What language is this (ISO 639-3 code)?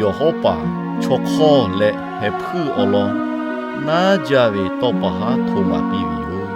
lhu